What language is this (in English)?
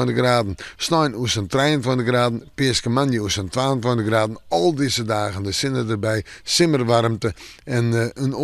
Western Frisian